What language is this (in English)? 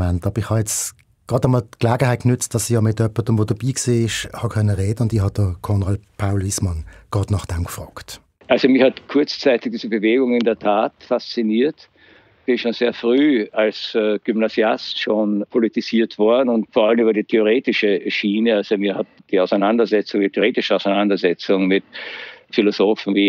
Swiss German